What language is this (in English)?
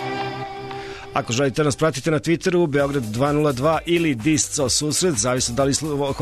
Serbian